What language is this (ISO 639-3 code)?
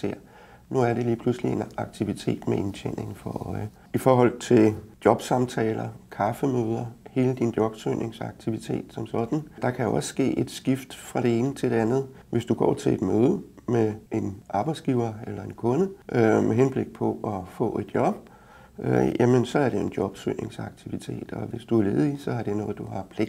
dan